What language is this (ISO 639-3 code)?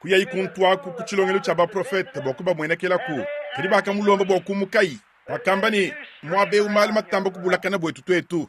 lua